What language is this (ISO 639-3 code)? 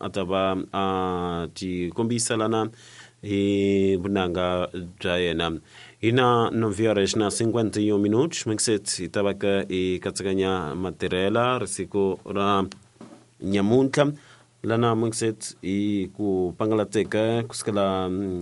tso